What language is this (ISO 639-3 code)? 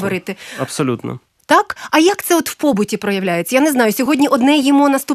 ukr